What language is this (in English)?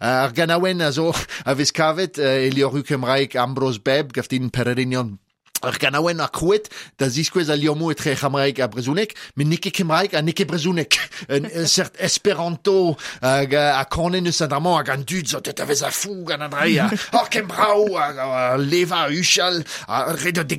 Breton